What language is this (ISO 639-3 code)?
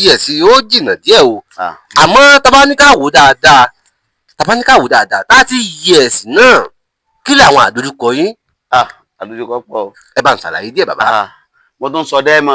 yor